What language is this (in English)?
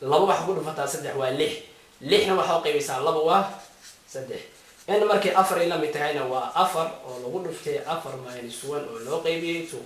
Somali